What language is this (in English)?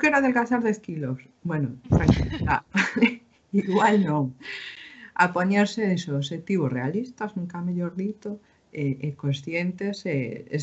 Galician